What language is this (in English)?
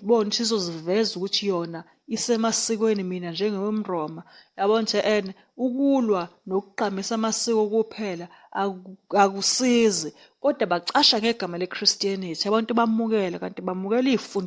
Zulu